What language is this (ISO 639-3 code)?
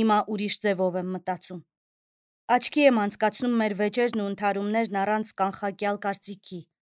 hye